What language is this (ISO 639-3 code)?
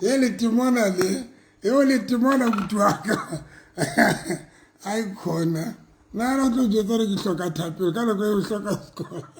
sot